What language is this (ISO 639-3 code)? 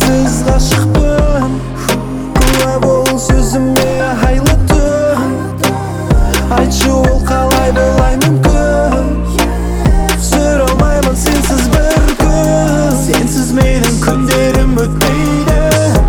kaz